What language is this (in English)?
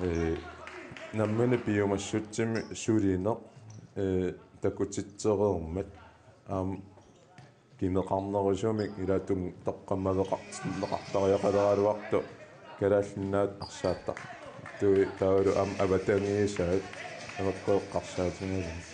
Kalaallisut